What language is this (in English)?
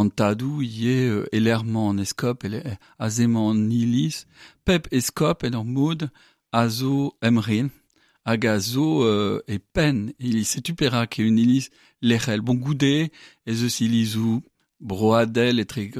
Breton